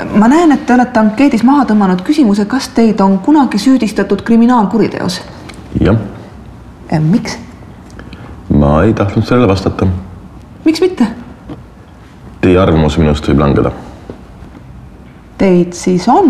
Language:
Estonian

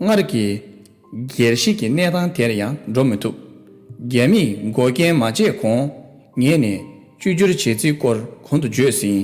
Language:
Tibetan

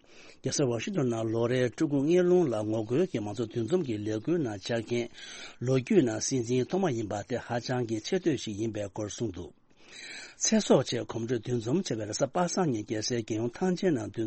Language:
Tibetan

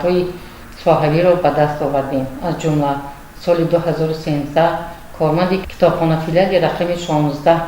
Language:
Tajik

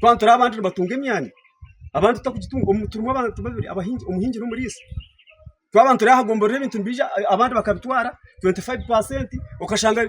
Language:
Nyankole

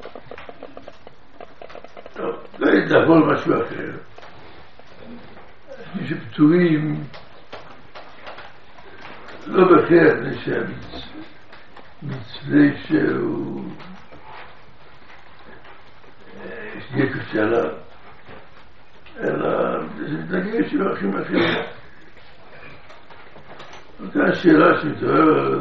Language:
Hebrew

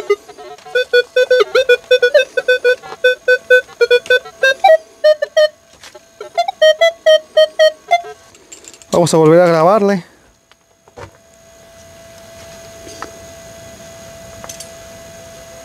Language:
Spanish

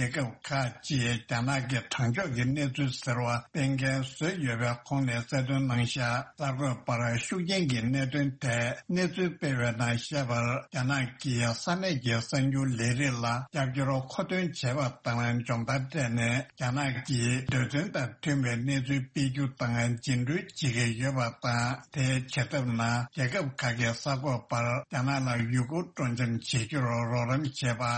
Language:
Tibetan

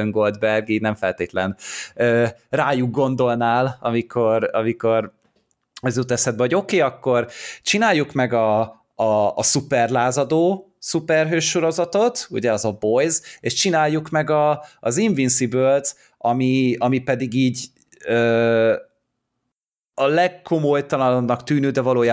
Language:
Hungarian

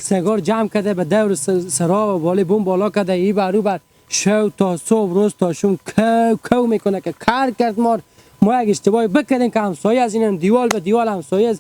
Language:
Hazaragi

